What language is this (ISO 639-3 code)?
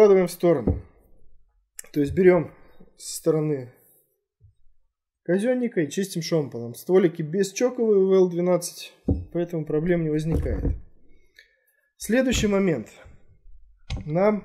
rus